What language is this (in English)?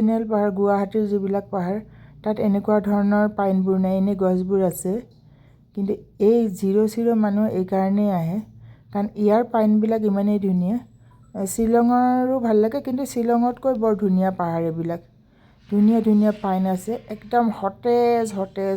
Assamese